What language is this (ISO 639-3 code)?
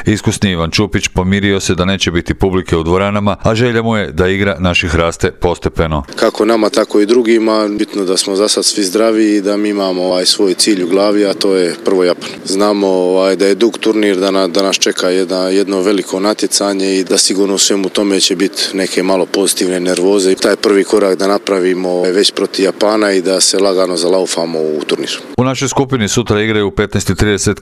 hrv